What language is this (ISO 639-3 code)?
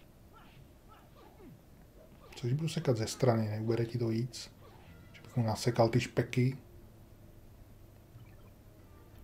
ces